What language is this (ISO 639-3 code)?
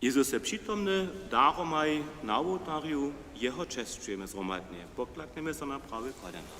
hsb